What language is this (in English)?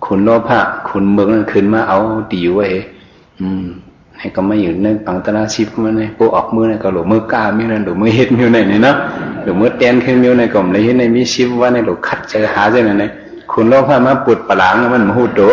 Shan